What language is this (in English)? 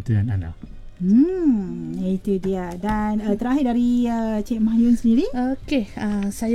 Malay